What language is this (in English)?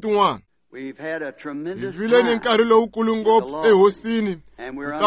Tsonga